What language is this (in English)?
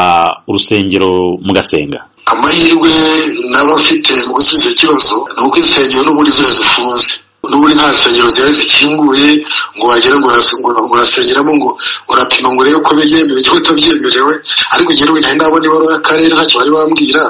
Kinyarwanda